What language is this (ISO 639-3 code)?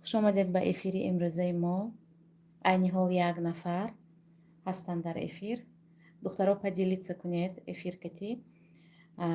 tgk